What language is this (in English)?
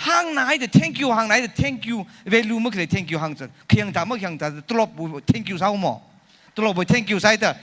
Tangkhul Naga (India)